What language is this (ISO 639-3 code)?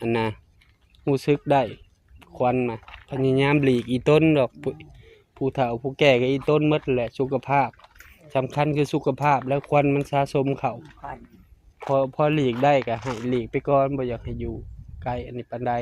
lao